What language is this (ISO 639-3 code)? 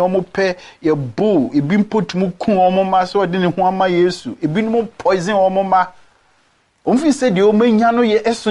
aka